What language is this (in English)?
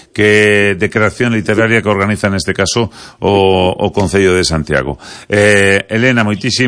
Galician